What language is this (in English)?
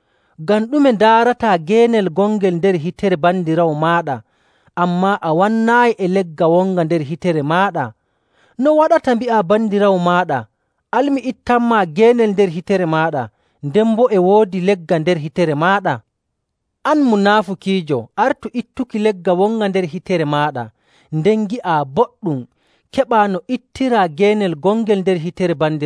Nigerian Fulfulde